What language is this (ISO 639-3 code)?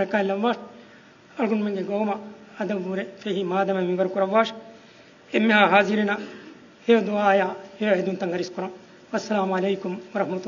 div